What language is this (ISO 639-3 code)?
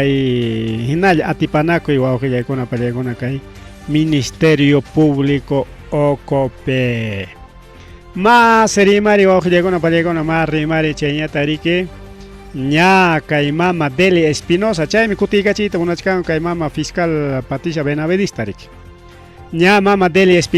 quy